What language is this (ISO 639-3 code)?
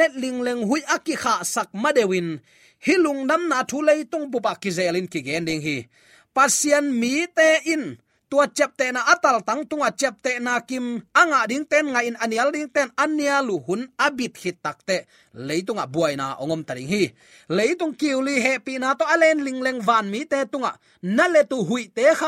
ctd